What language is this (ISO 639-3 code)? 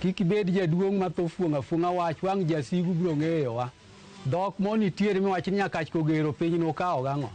luo